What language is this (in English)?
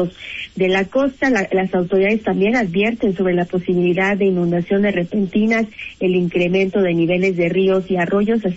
Spanish